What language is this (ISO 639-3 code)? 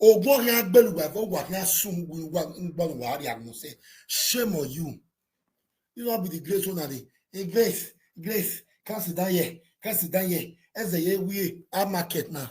pcm